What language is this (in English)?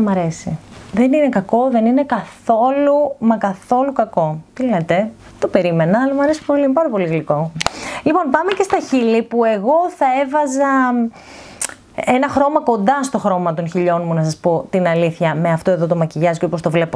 Greek